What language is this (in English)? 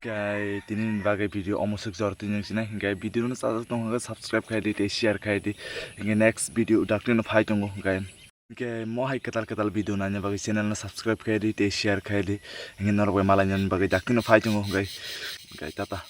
Kok Borok